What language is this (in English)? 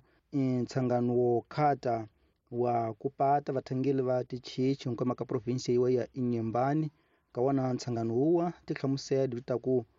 Tsonga